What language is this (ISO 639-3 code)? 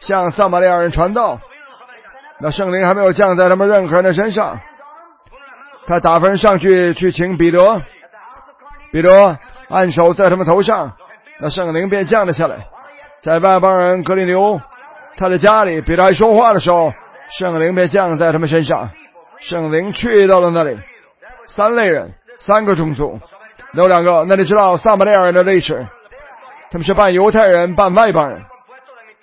zho